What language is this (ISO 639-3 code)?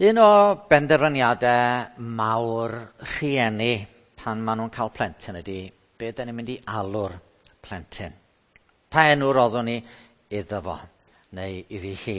cym